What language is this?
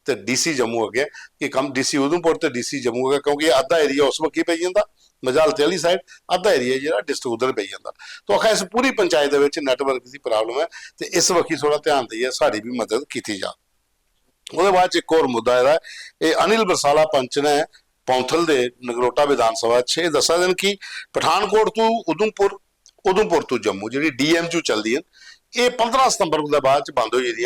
Dogri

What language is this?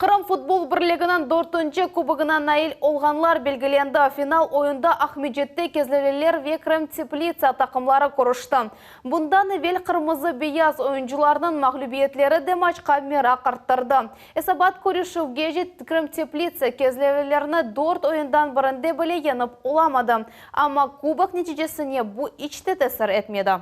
Crimean Tatar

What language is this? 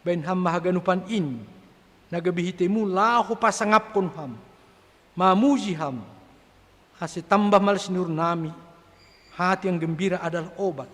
Batak Simalungun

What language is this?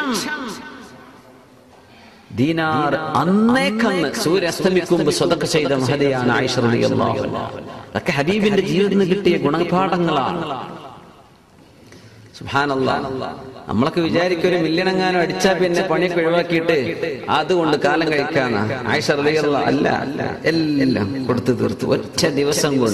Malayalam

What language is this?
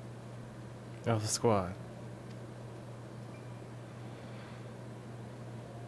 English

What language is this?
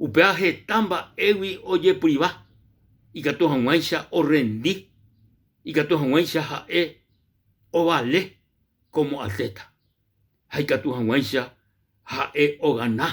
Guarani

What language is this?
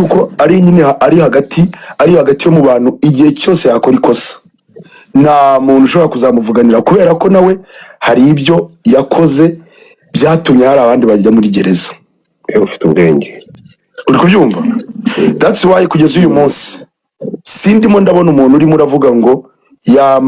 Kinyarwanda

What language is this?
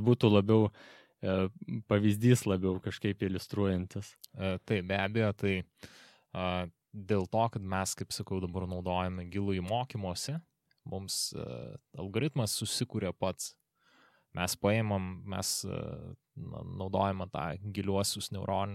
Lithuanian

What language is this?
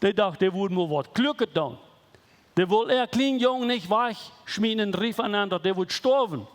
Plautdietsch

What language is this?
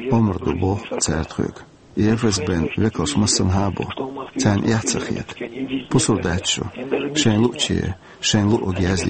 Chechen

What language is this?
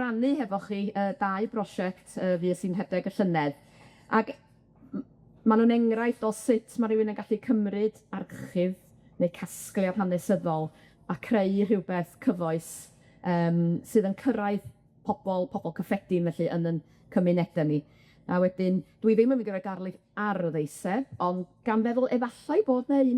Welsh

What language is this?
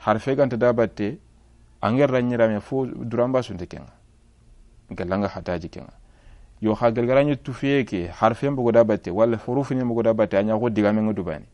Soninke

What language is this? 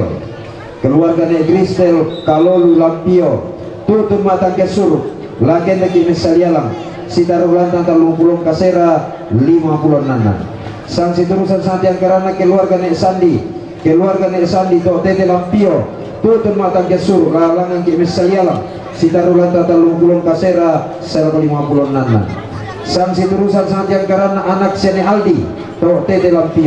Toraja-Sa'dan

